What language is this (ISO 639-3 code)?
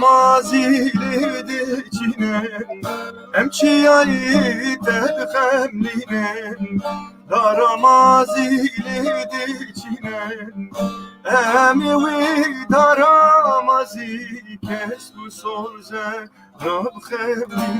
kur